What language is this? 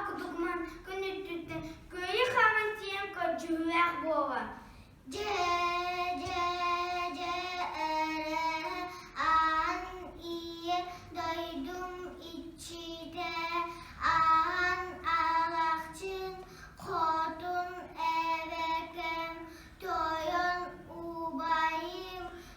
Yakut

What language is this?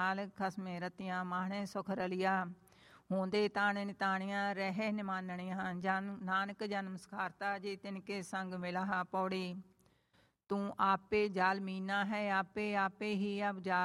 Punjabi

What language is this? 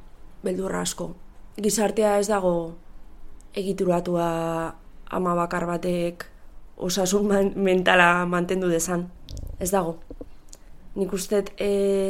Basque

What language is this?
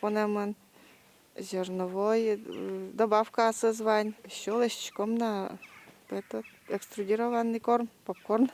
Udmurt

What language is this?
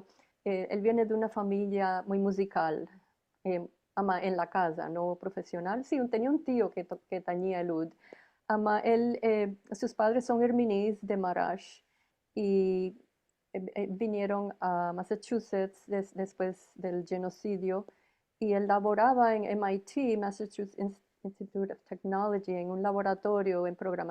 Ladino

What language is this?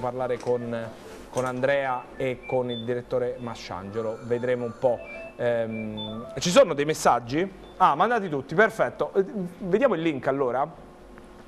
Italian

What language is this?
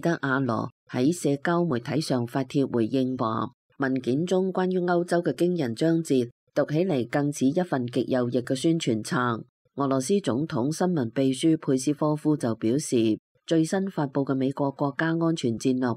Cantonese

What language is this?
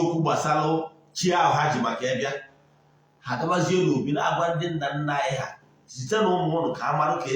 Igbo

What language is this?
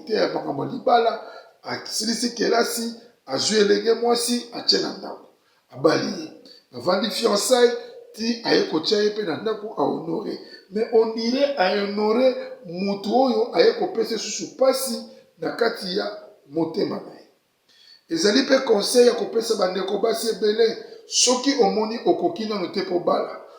Lingala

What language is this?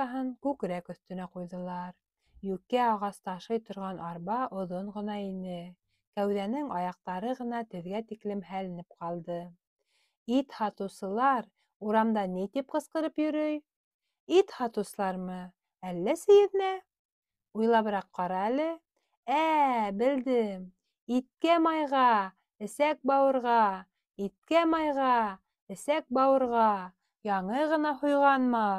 Bashkir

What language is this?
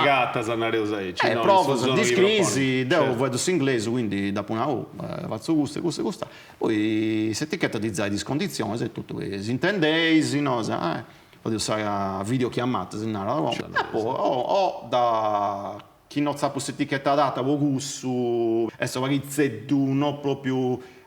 Sardinian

